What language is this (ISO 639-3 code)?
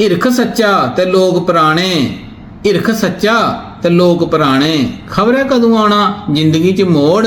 doi